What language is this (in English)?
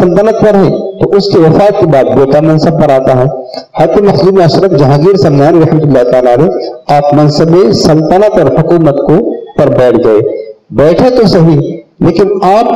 Urdu